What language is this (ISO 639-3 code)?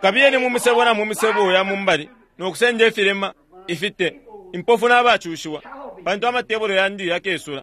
bem